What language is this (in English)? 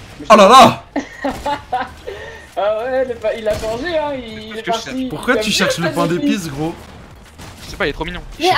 French